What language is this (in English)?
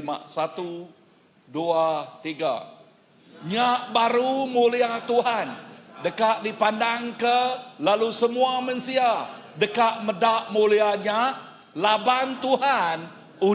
Iban